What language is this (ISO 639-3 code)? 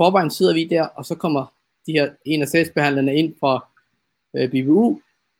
dan